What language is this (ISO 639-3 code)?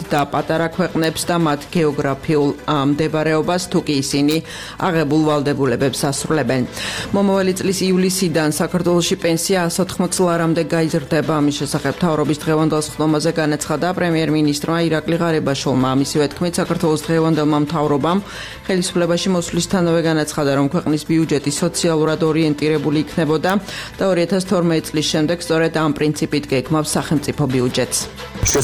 kat